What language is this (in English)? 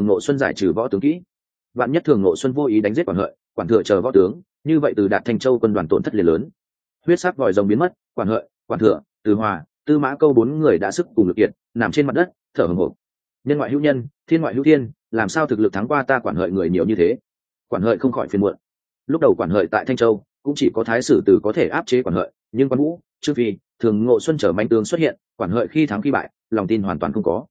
Vietnamese